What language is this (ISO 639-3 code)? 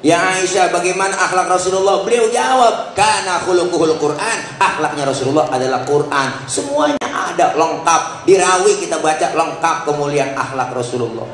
bew